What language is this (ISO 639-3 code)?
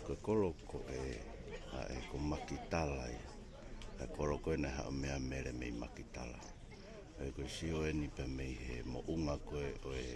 ton